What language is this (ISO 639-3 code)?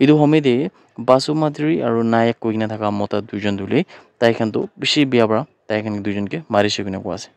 nag